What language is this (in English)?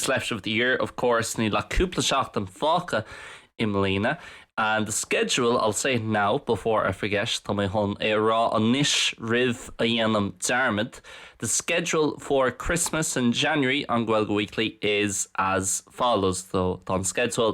Irish